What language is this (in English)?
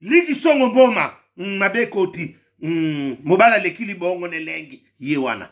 Lingala